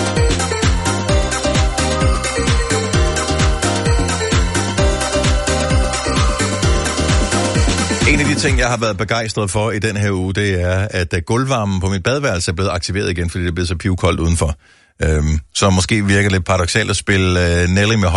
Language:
Danish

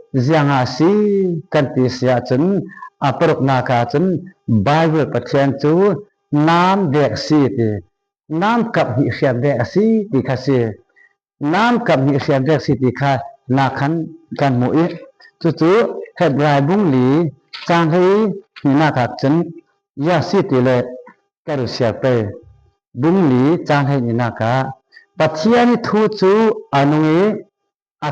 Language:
Falam Chin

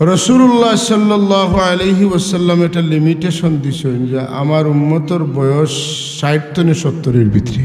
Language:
Sylheti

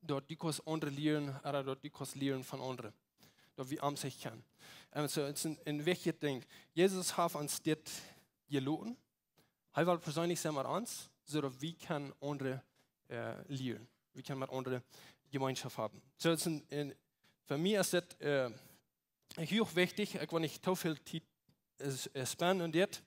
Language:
Plautdietsch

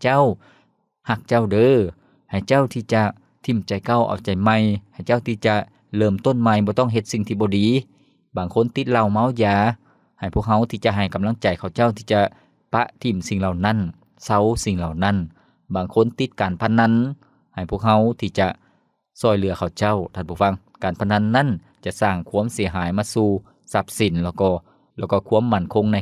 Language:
Lao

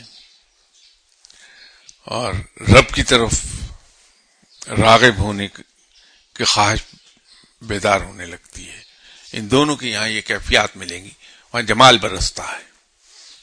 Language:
Urdu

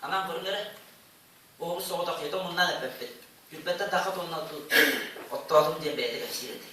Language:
Yakut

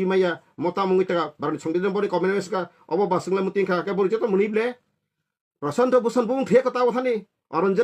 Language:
Kok Borok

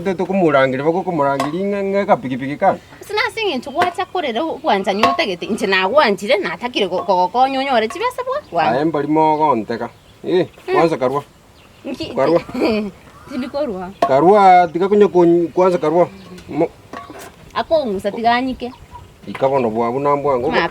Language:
Gusii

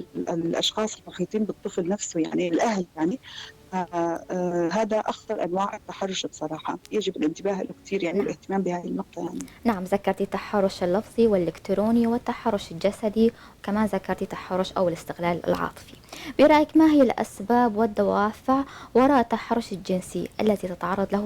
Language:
North Levantine Arabic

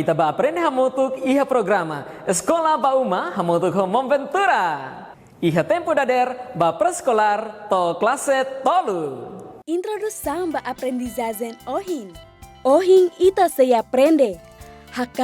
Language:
Tetum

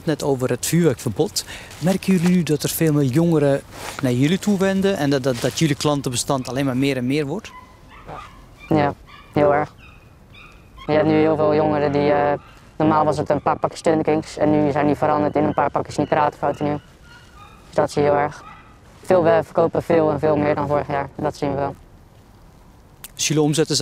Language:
Dutch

